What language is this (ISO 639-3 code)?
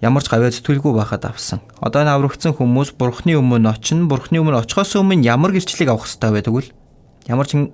mon